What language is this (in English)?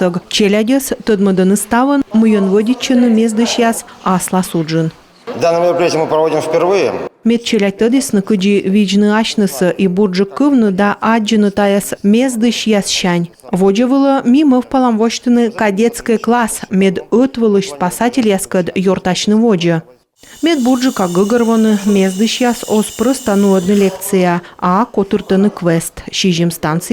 Komi